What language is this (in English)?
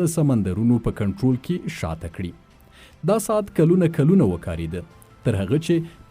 Pashto